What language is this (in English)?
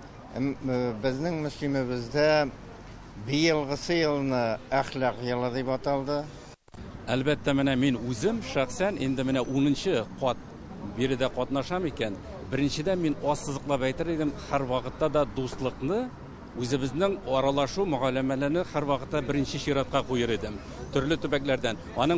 Tatar